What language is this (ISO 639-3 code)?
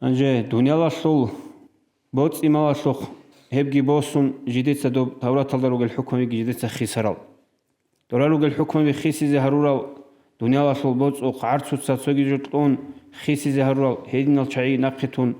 ava